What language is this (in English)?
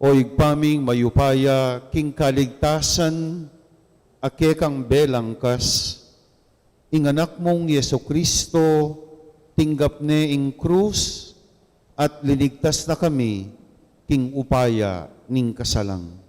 Pampanga